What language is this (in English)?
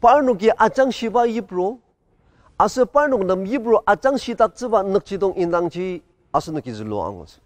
Ao Naga